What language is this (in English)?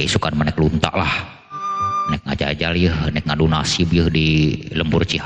Sundanese